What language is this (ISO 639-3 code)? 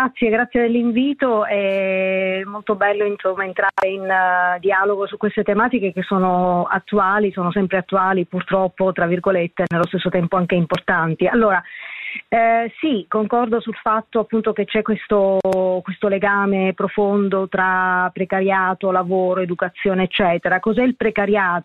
ita